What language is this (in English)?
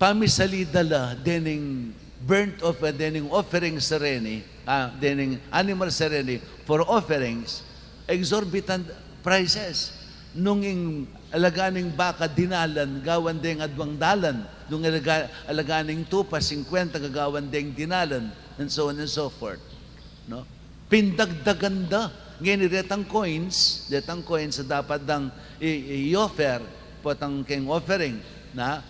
Pampanga